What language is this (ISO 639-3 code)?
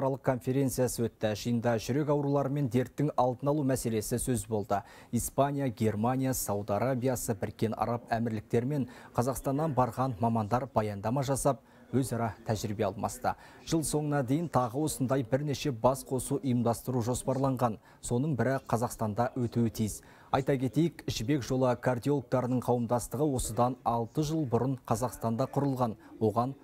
kaz